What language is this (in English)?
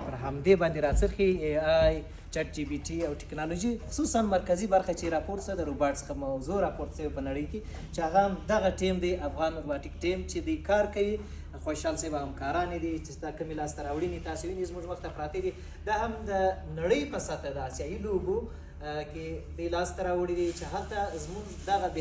Pashto